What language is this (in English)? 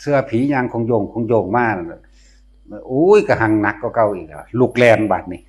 Northeastern Thai